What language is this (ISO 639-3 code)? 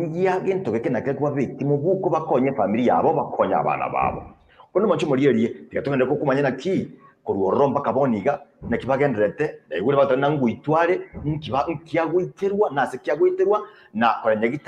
guz